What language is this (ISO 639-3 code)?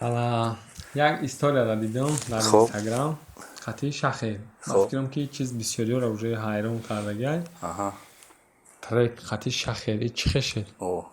tgk